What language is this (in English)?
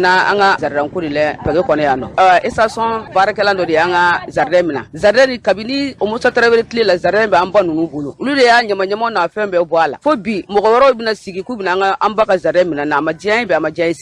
Bambara